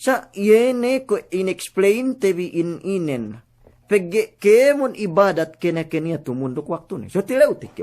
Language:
Yakan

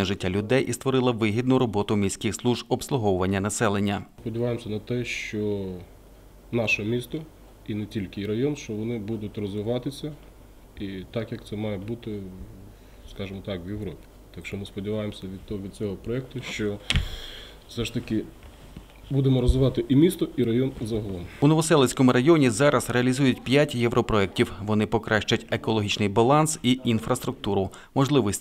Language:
Ukrainian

